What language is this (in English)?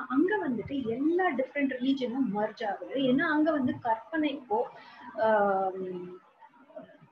Tamil